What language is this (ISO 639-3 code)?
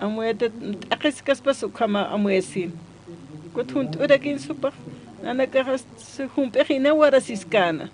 aym